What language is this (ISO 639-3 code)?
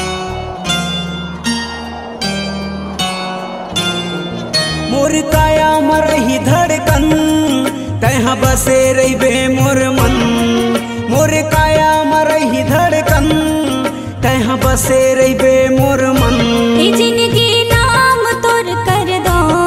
hne